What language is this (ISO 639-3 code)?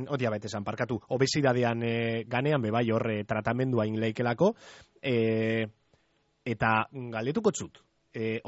eus